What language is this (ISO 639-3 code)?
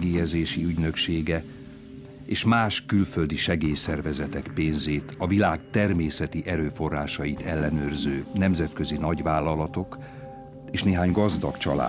hun